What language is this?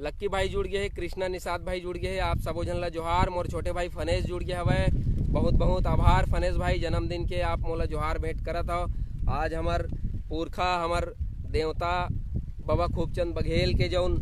Chhattisgarhi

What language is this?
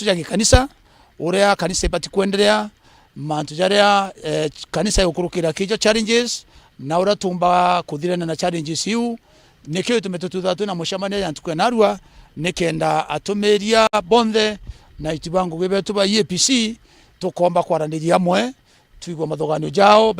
Meru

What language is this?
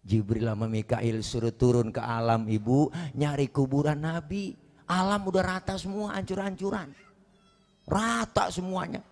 Betawi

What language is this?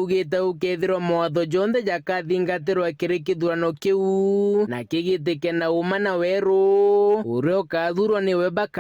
Meru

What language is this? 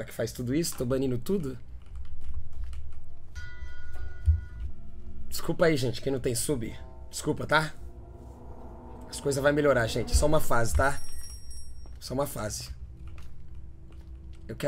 Portuguese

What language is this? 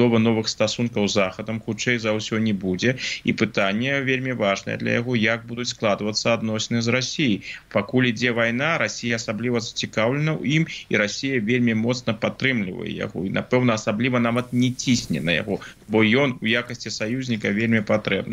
Belarusian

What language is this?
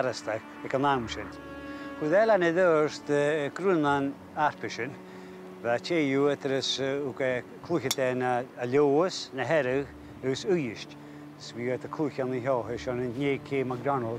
Scottish Gaelic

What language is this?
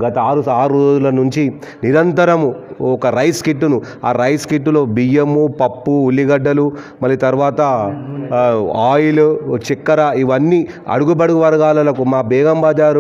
Telugu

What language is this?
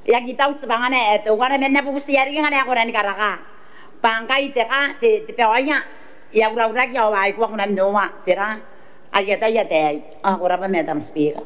Gilbertese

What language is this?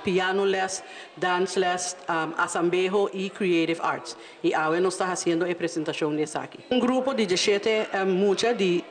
Papiamento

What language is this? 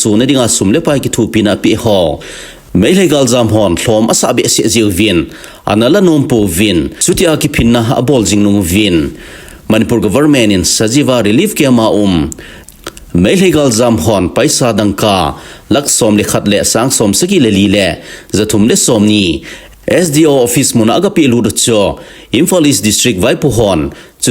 Thado Chin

